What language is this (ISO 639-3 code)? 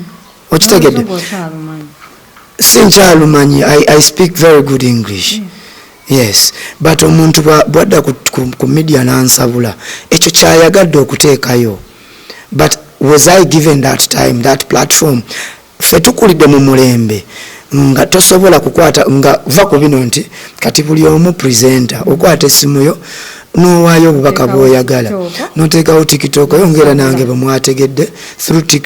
lug